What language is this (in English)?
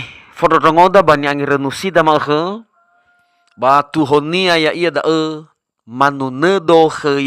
Nias